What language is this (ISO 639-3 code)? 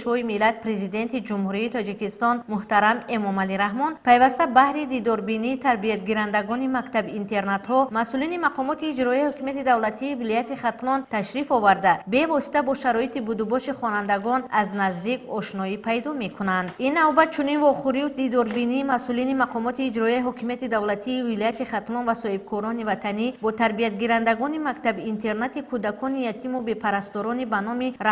tgk